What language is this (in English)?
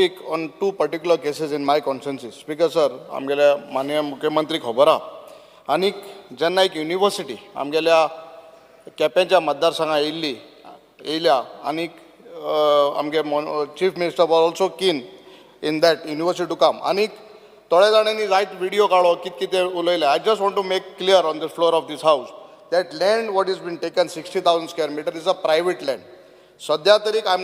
Konkani